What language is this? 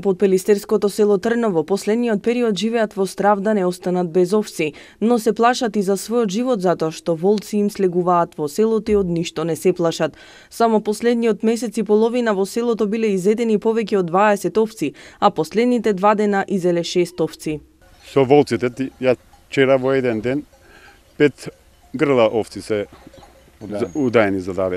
Macedonian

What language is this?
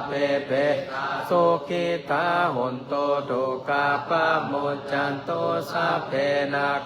Pali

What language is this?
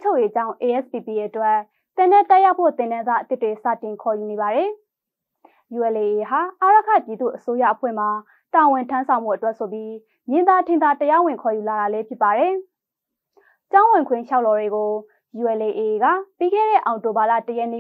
Burmese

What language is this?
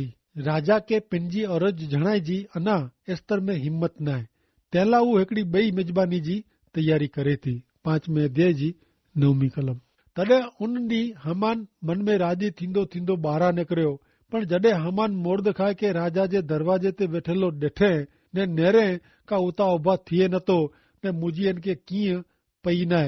Kachhi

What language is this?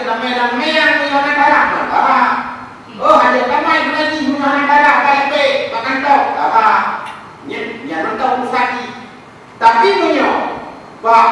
Achinese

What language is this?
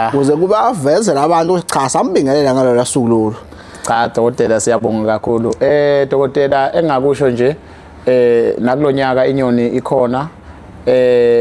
Zulu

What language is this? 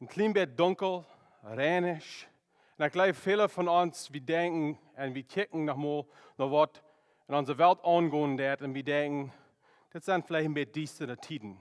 Plautdietsch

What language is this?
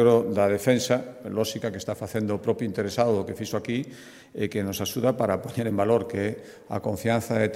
Galician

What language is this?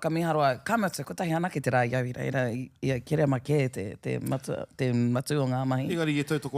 Māori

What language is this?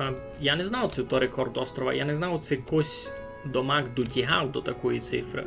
Rusyn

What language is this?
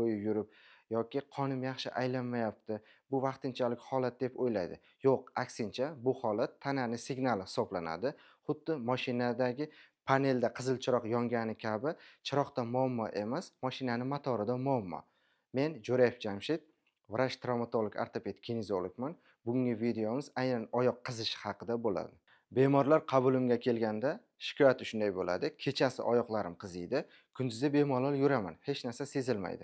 Uzbek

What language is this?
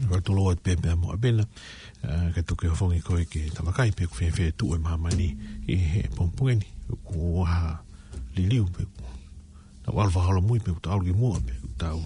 Tongan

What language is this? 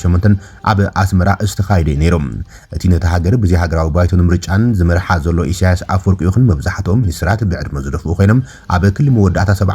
Tigrinya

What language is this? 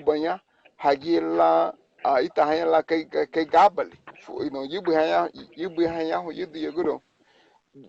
Garifuna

